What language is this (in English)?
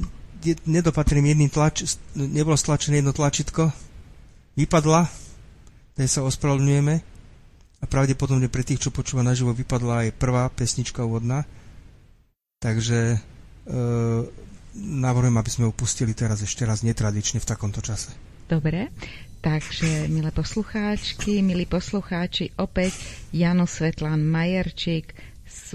Slovak